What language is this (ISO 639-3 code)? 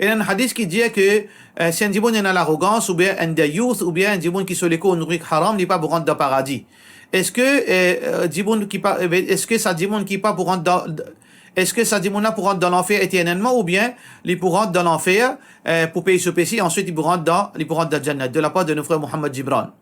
mfe